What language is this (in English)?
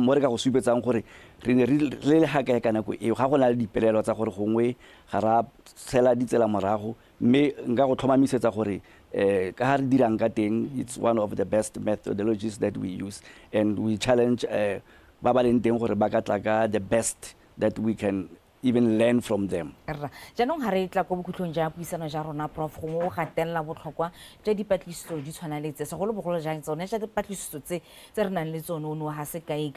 Tswana